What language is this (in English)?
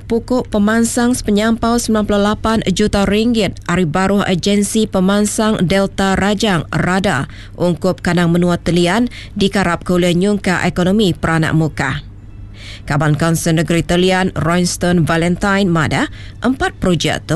Iban